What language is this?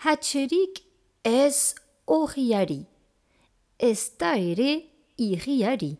Basque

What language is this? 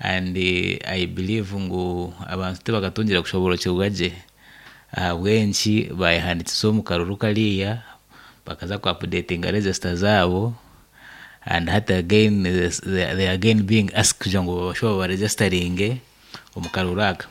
Nyankole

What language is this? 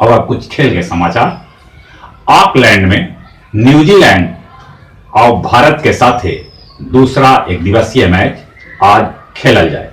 Magahi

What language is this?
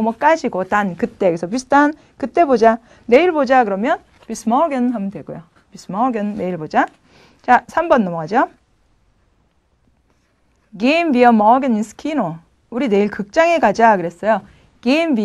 Korean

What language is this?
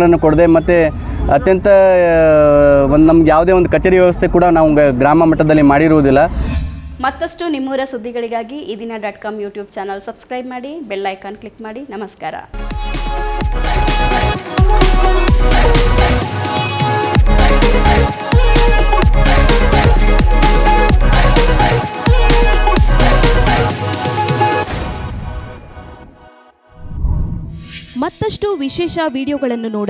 Kannada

